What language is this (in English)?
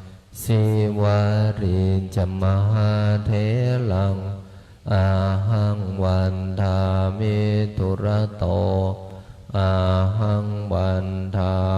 Pali